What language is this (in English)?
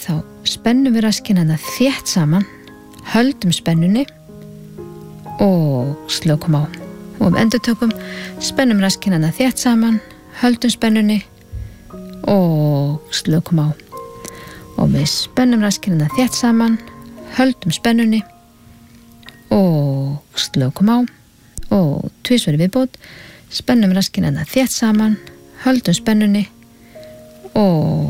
Icelandic